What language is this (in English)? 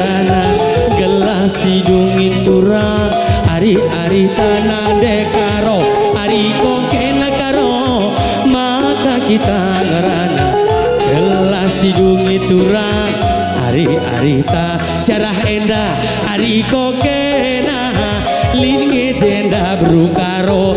Batak Karo